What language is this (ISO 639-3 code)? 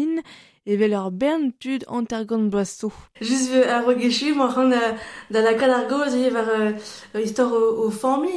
bre